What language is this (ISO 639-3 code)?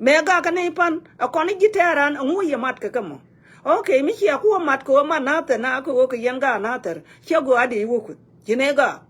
nus